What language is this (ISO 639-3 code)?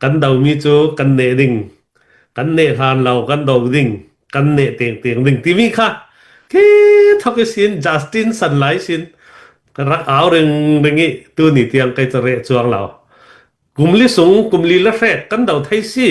cnh